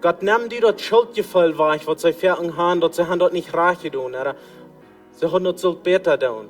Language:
Plautdietsch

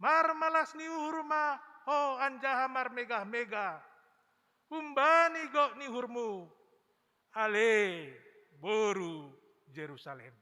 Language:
Batak Simalungun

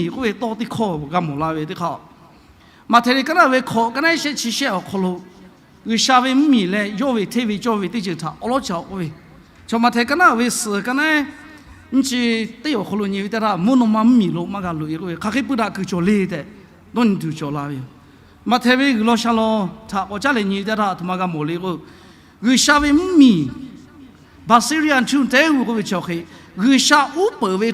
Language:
Lahu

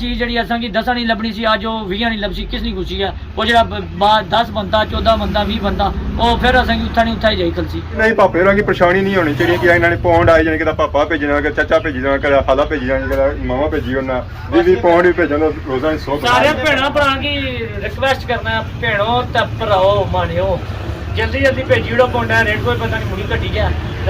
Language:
Pahari-Potwari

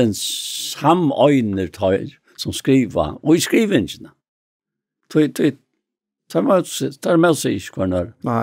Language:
Faroese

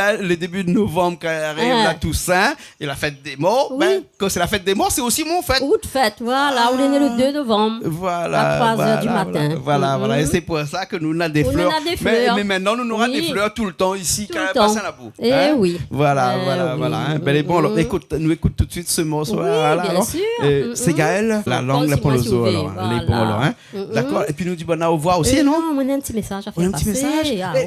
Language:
Réunion Creole French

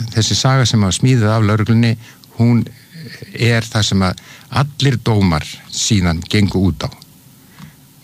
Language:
Icelandic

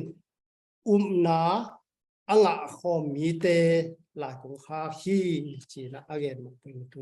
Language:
Tedim Chin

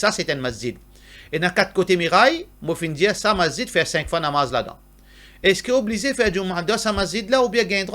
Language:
Morisyen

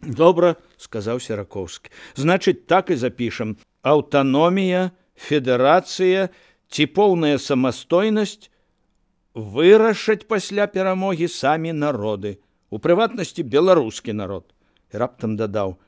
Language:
Belarusian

